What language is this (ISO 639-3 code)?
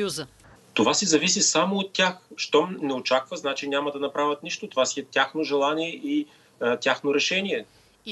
bul